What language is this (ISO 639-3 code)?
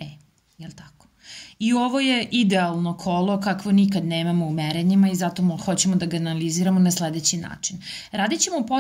srp